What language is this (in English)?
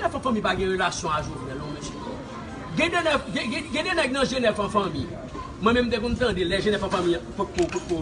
Haitian Creole